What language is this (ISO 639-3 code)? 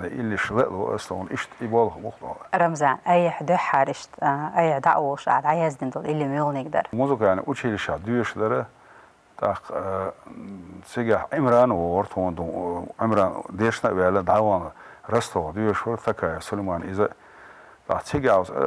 che